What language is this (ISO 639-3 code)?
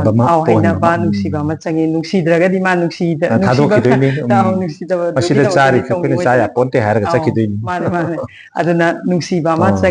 mni